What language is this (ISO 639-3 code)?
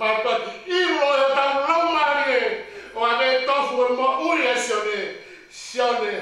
ton